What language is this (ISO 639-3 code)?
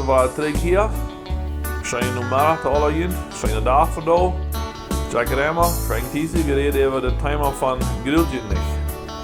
pdt